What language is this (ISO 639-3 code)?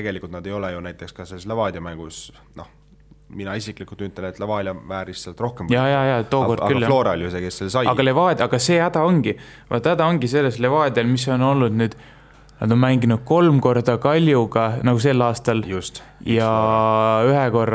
est